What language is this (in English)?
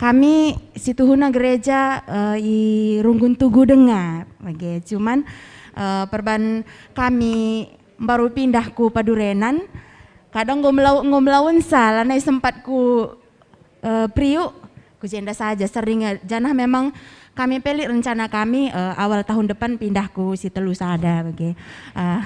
Batak Karo